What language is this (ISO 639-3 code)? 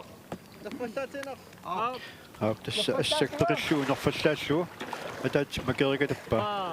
kal